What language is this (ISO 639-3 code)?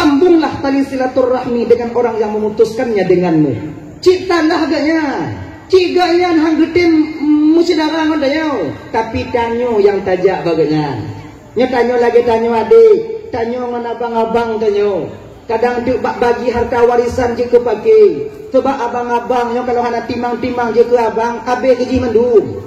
ace